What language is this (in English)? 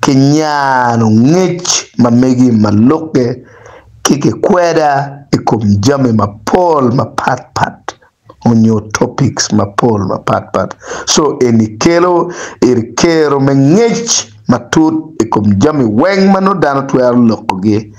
Acoli